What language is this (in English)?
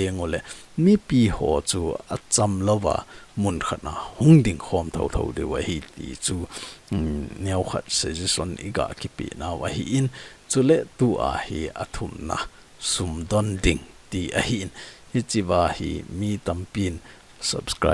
Thado Chin